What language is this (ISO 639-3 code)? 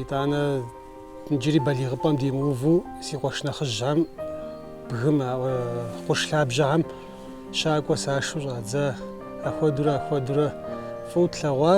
kbd